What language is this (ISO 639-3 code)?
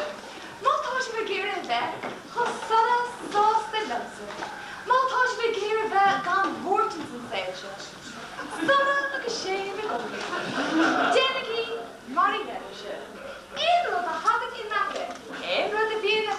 gle